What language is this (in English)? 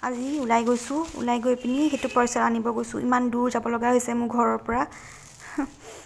Assamese